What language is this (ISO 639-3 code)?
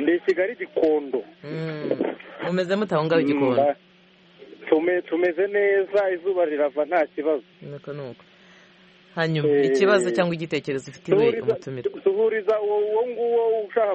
kin